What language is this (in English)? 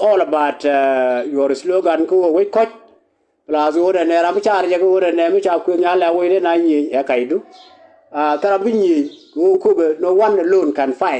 Nuer